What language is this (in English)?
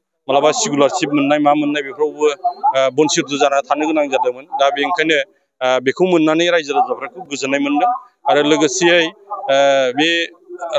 Bodo